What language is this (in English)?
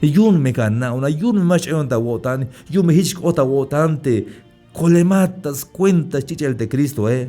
Tzeltal